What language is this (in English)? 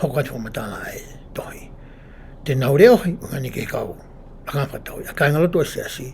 Tongan